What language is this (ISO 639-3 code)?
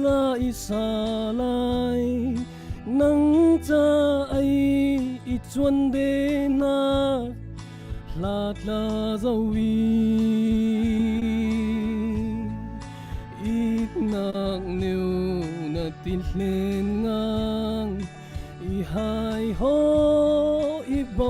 cfm